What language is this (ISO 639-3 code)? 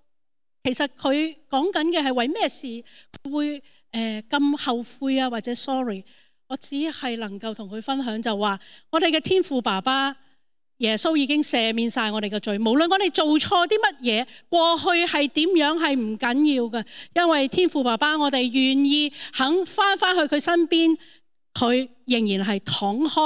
yue